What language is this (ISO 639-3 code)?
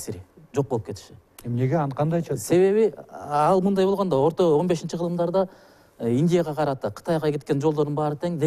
kir